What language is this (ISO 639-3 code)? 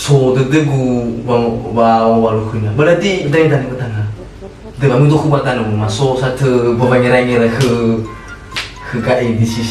nia